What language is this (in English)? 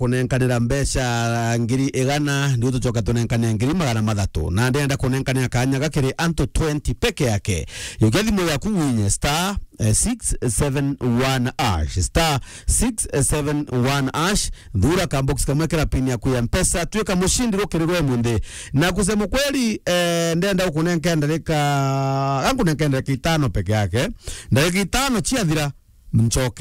Meru